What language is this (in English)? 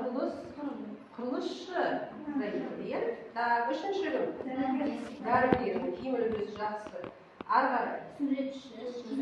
Kazakh